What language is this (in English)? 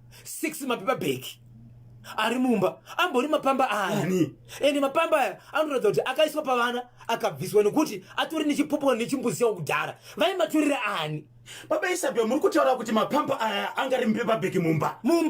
Shona